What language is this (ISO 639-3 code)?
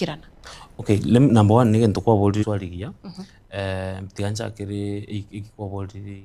guz